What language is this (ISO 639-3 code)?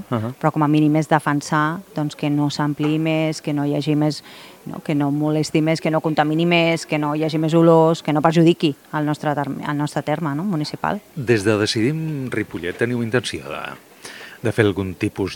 cat